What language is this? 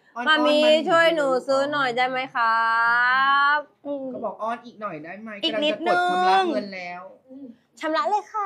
Thai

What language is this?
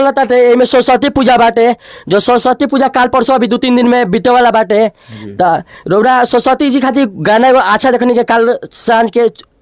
Bhojpuri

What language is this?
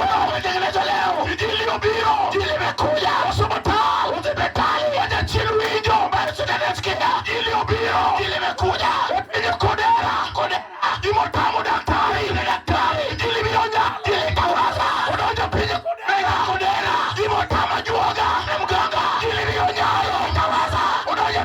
Luo (Kenya and Tanzania)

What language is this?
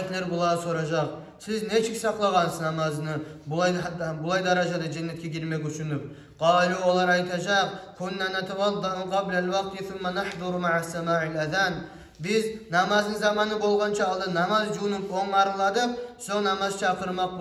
Kumyk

